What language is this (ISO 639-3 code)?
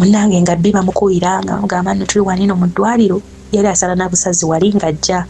lug